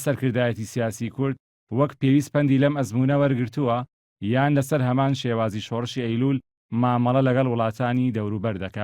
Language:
Central Kurdish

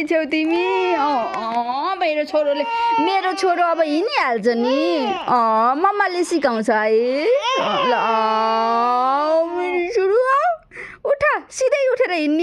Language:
Nepali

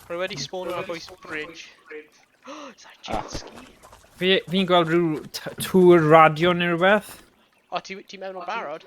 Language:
Welsh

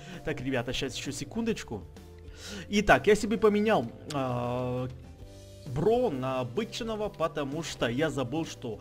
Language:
Russian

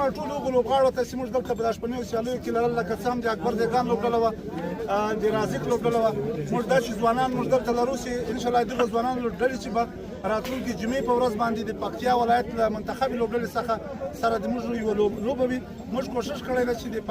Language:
Pashto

